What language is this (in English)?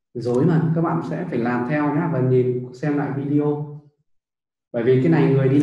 Vietnamese